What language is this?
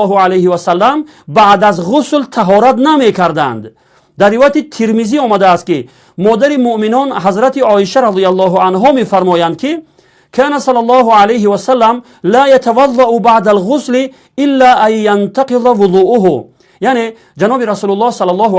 Tajik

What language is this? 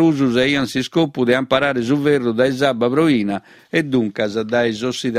Sardinian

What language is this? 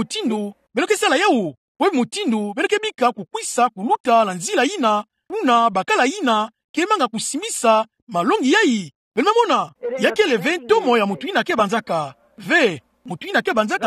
Kituba (Democratic Republic of Congo)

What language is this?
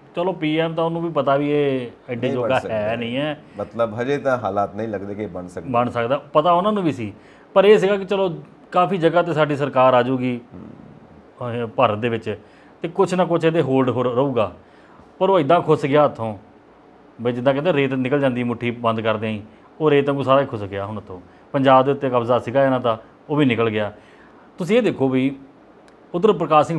Punjabi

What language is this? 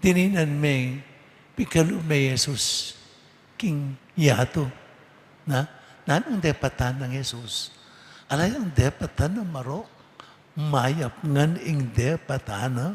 Pampanga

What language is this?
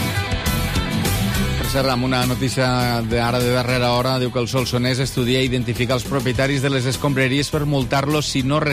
Catalan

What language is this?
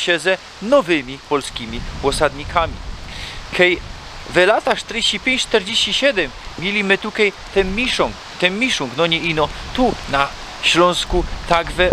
Silesian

